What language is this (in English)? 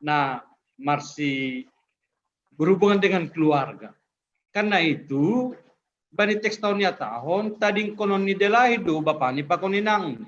Batak Simalungun